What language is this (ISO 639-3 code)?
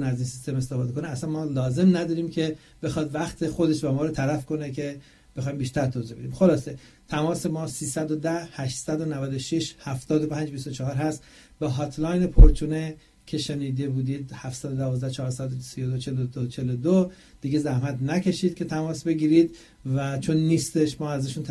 fas